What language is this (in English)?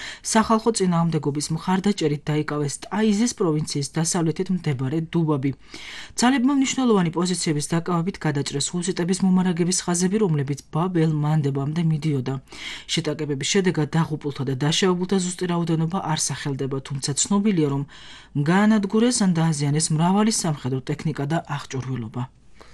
Georgian